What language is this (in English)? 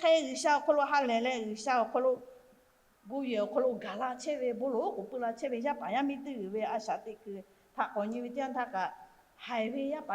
Lahu